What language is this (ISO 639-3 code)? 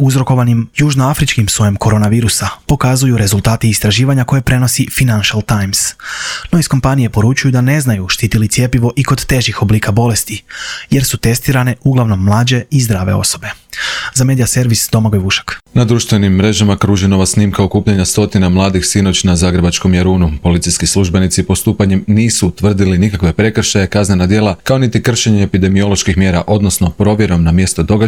hrv